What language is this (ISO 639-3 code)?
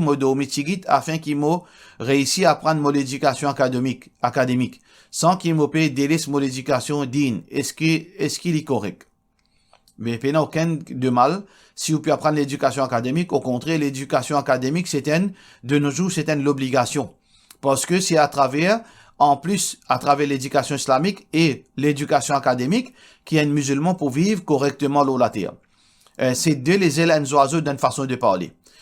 mfe